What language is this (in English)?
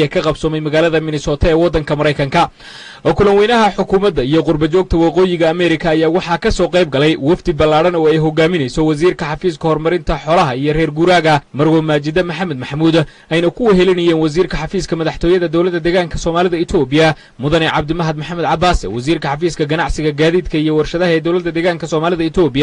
Somali